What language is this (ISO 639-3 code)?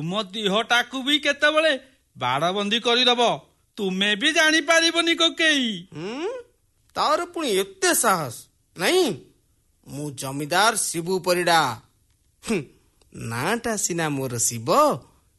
ori